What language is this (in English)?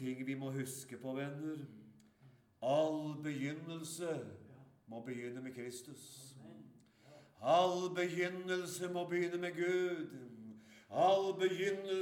Norwegian